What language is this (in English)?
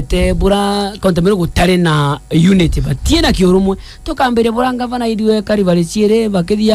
Meru